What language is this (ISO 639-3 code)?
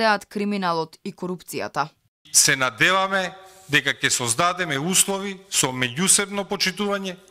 mkd